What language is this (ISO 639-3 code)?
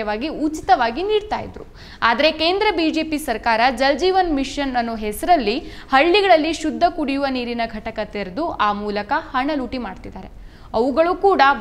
kan